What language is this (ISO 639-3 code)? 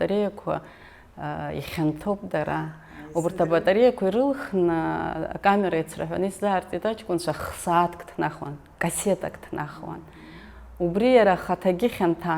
abk